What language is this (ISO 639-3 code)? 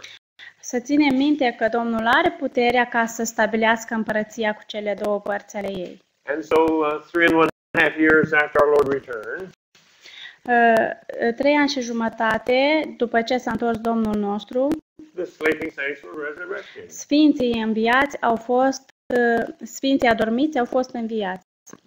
ron